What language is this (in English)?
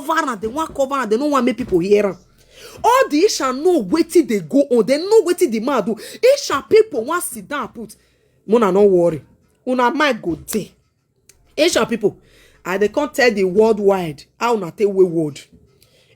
Nigerian Pidgin